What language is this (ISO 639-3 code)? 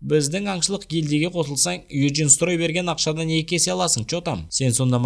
kaz